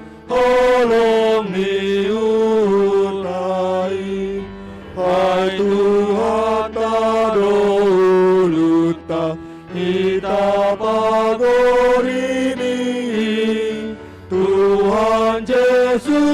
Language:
Batak Simalungun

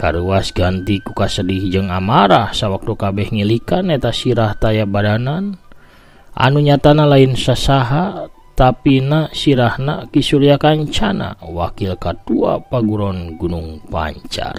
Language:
Sundanese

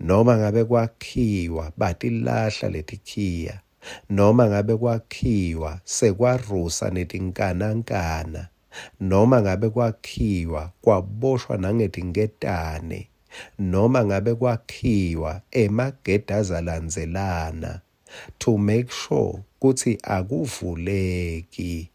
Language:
Swati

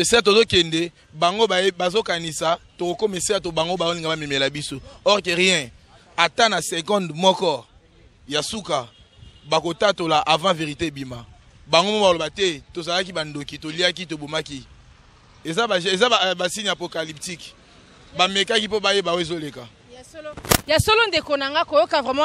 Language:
Lingala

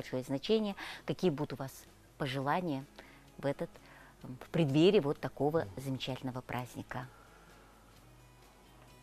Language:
Russian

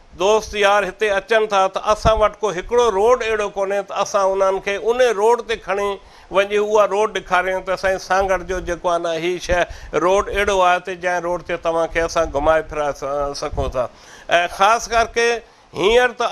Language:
Sindhi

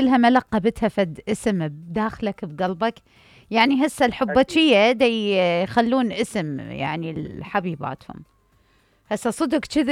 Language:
Mesopotamian Arabic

